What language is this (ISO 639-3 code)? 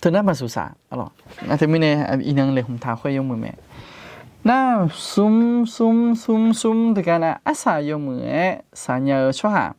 ahk